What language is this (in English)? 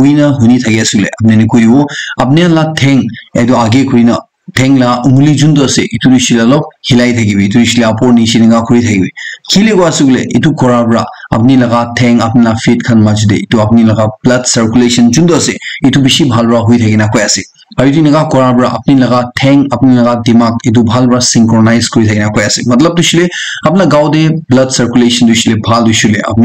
Naga Pidgin